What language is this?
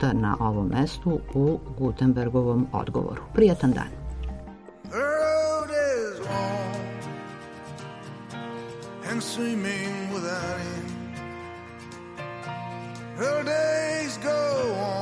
Serbian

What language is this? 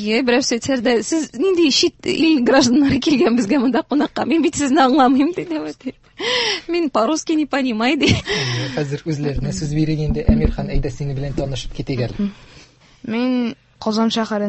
Tatar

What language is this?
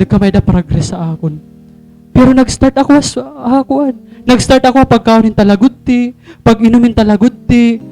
Waray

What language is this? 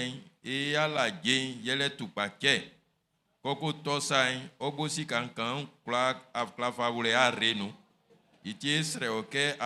Baoulé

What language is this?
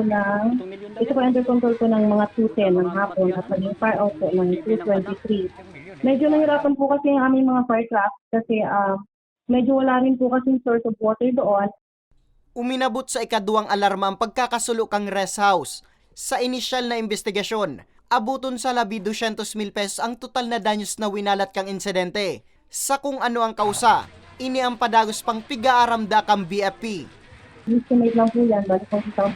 Bikol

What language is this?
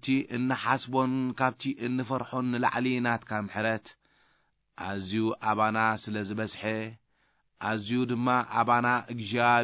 Tigrinya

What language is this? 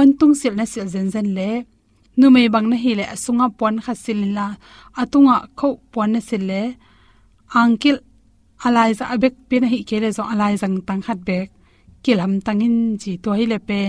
Tedim Chin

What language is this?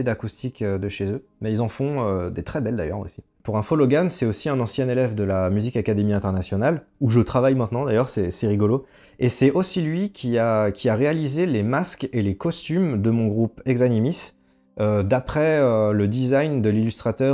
French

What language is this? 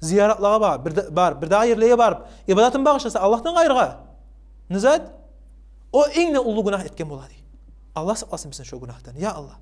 Kumyk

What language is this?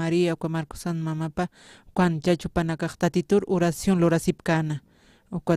Aymara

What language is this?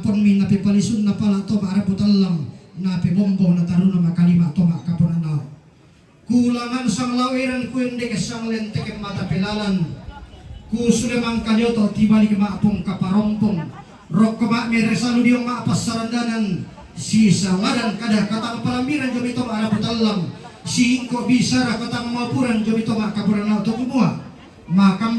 Toraja-Sa'dan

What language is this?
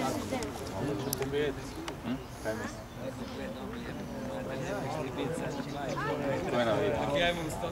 Croatian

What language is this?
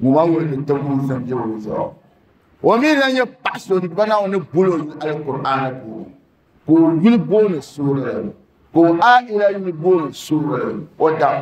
Dagbani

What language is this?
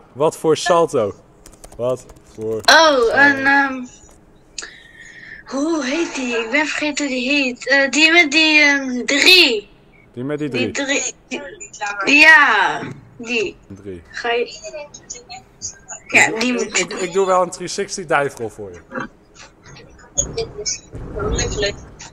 Dutch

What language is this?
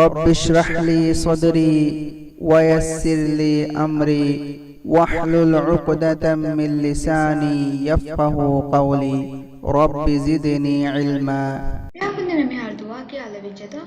Divehi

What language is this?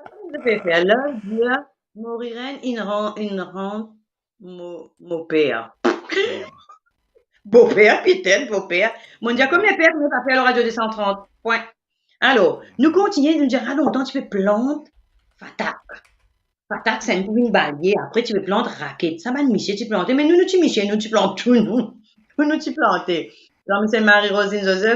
Morisyen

